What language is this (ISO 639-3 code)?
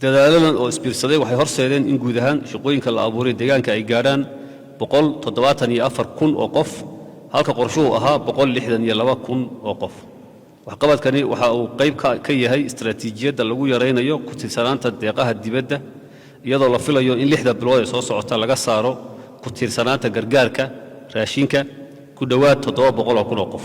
som